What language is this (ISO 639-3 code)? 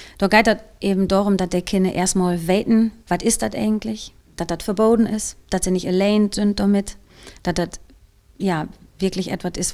nds